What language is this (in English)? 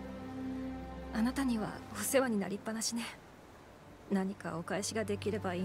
Japanese